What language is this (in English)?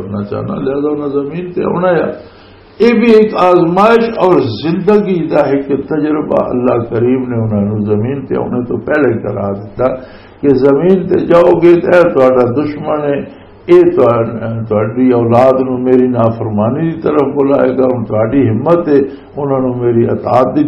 Western Panjabi